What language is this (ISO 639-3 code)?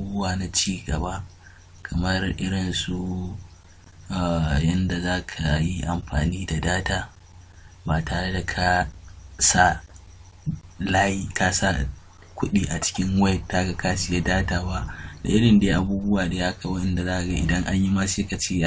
hau